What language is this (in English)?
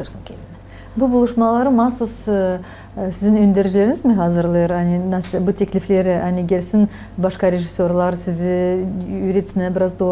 Gagauz